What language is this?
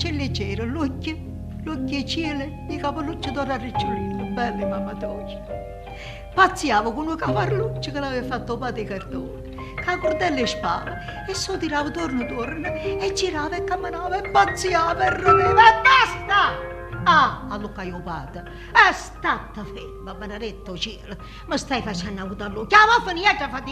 Neapolitan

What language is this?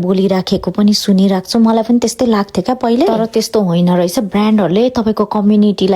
Nepali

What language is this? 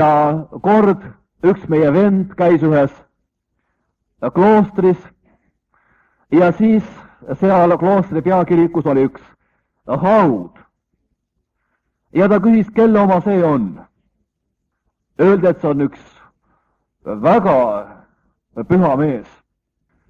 Estonian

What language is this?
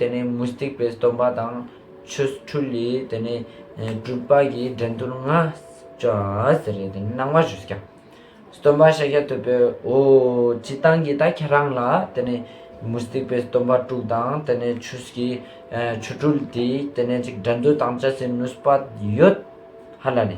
Ladakhi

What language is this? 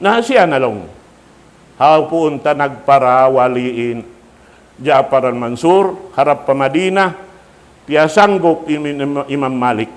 Tausug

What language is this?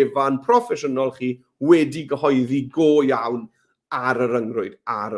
Welsh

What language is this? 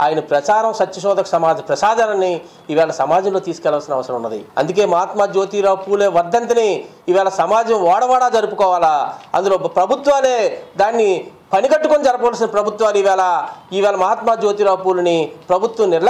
Telugu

